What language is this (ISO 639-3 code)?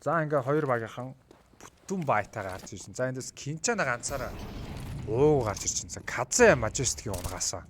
mon